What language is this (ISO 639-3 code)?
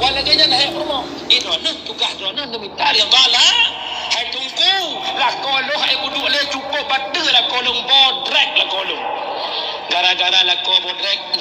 ace